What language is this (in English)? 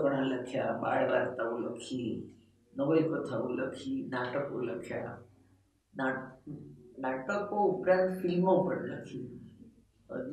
Gujarati